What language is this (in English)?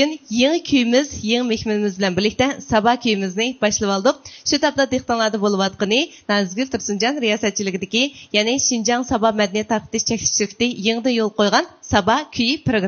Uyghur